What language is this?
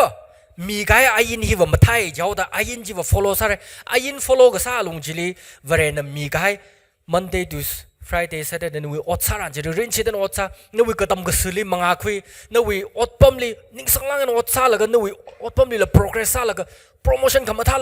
Tangkhul Naga (India)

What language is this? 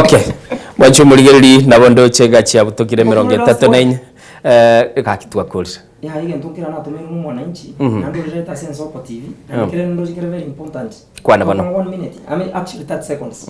Gusii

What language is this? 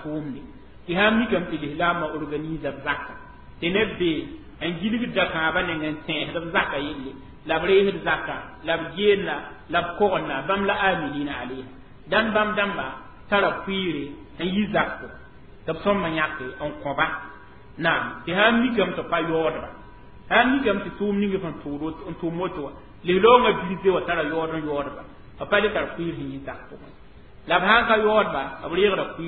Mossi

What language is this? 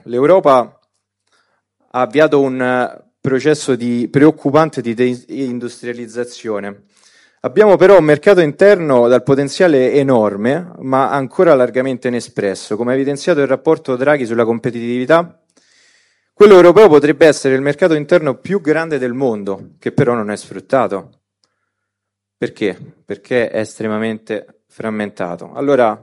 Italian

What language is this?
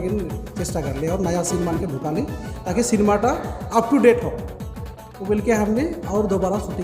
Sadri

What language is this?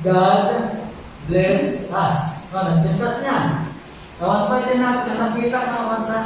Iloko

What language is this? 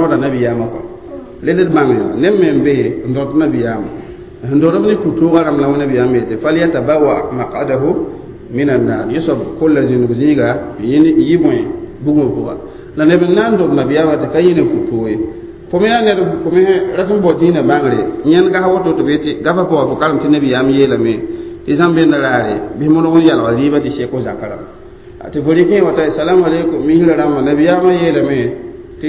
Mossi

